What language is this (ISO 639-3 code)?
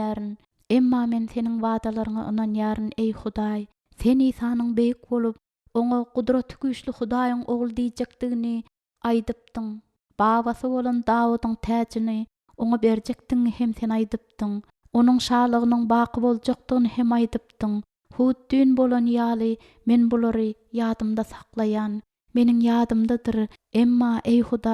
tuk